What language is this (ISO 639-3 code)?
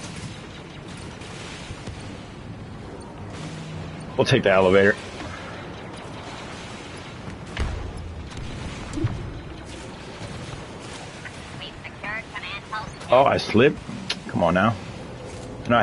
eng